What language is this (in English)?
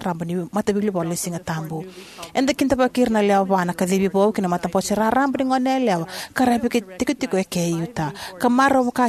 Fijian